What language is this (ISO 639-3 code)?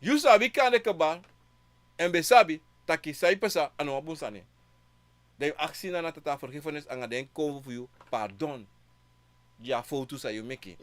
srn